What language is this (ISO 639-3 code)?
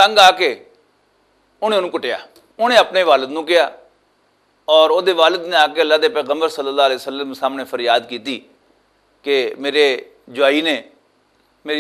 lah